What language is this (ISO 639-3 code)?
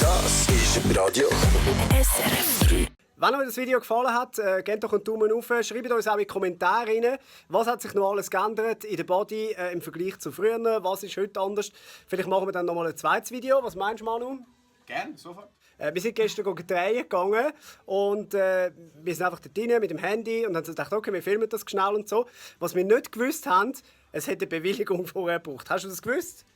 gsw